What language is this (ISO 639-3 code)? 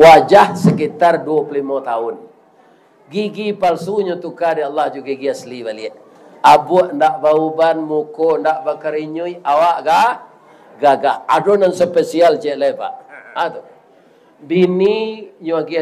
min